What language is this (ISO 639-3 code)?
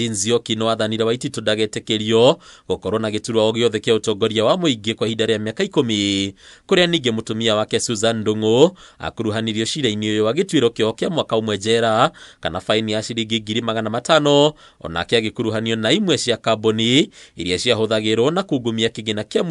kik